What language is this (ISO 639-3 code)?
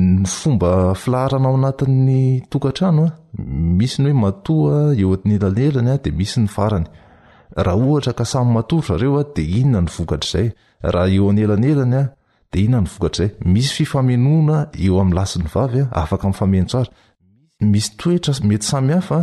mlg